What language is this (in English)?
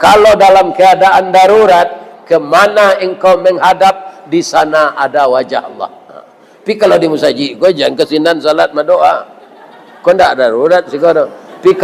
Minangkabau